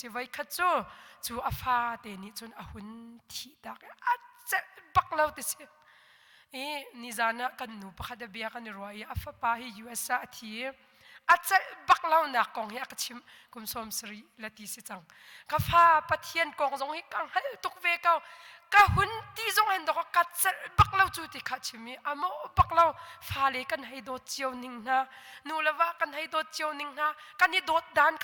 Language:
Hakha Chin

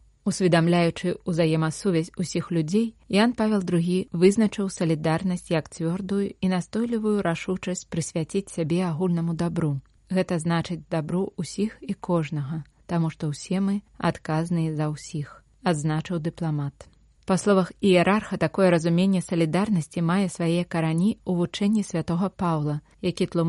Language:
Belarusian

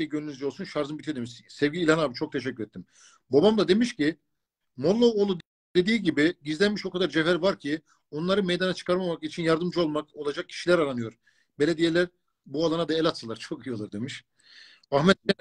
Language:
Turkish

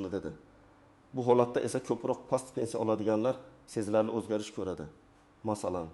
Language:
Uzbek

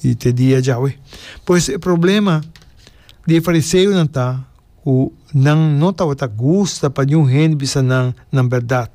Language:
Papiamento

